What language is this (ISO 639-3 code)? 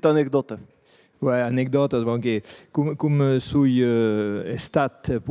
oci